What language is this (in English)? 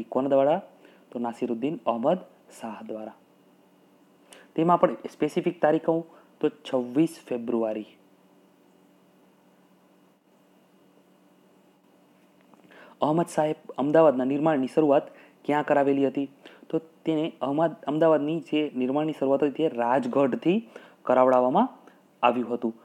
Gujarati